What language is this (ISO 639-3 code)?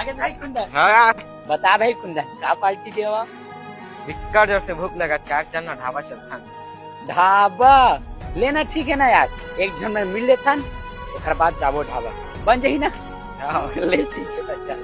hne